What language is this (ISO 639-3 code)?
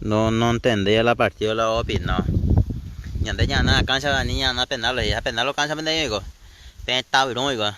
grn